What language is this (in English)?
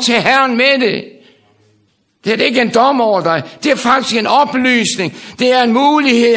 Danish